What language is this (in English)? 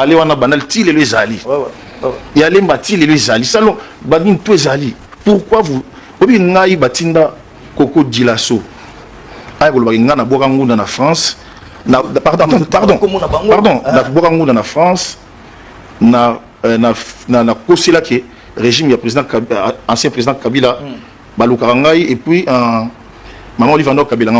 Lingala